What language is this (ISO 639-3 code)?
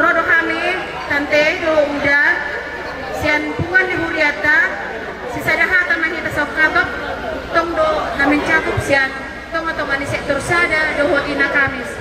bbc